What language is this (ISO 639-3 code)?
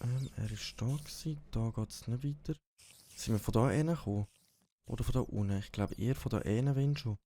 gsw